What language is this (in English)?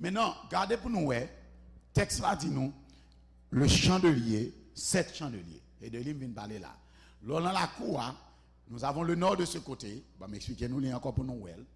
Haitian Creole